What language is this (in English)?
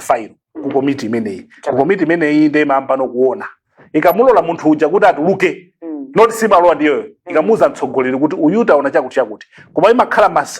Nyanja